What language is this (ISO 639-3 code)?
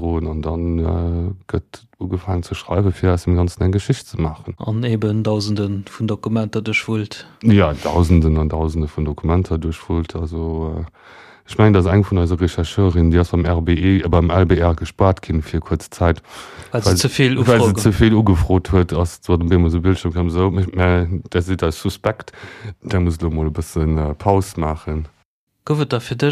ltz